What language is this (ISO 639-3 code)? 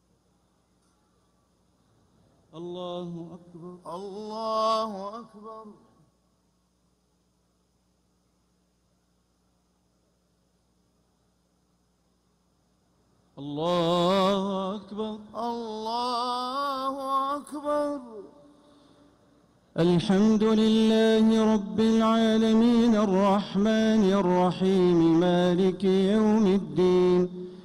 ara